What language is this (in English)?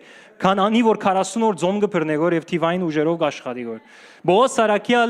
Western Armenian